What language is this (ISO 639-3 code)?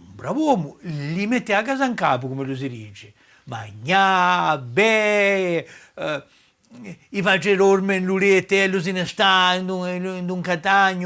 cos